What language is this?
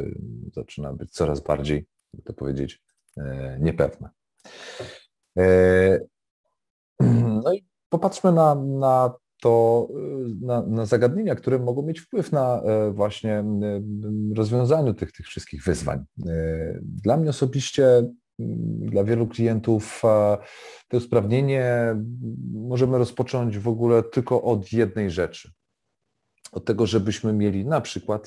Polish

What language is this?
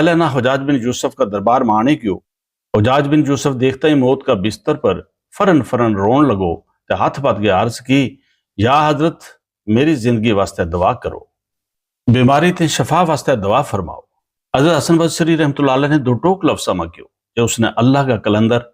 Gujari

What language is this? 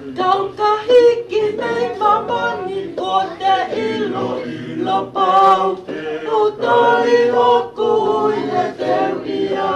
Tongan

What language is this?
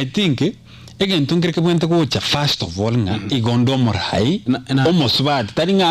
Gusii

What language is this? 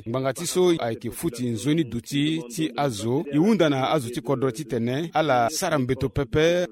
Sango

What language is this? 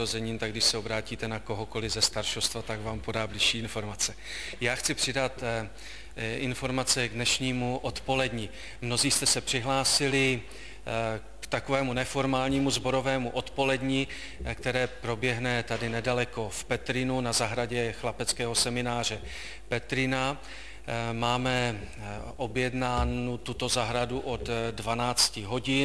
Czech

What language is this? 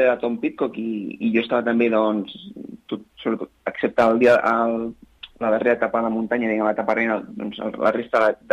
Catalan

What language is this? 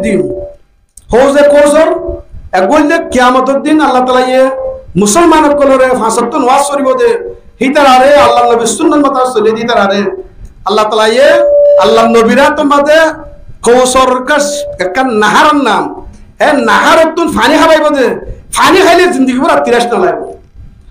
Rohingya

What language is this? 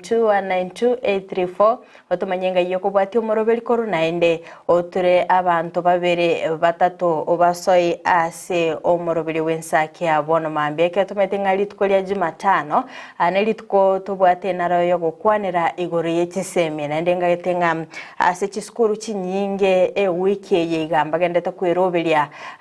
Gusii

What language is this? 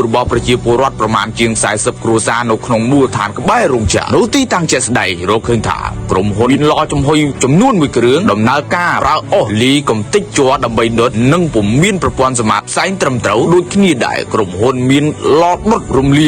Khmer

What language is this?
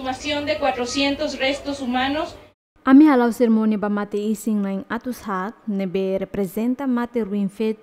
Tetum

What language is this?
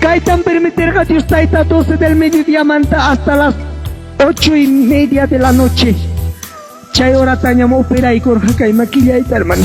Ayacucho Quechua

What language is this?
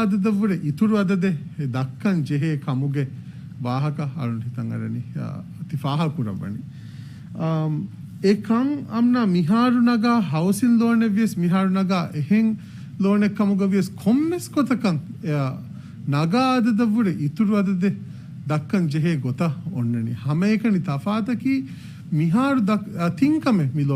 Divehi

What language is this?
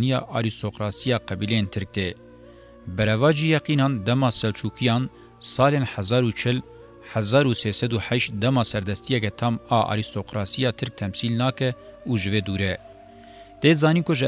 Kurdish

